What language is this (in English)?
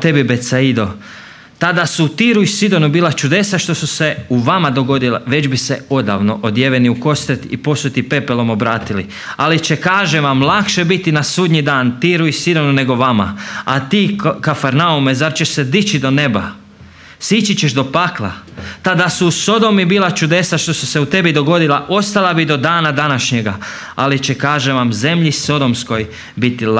Croatian